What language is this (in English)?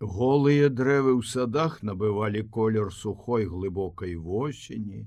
Belarusian